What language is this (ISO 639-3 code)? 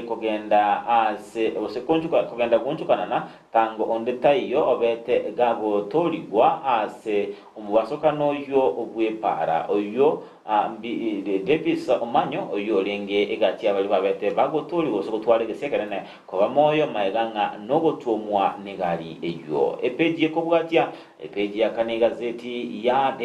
guz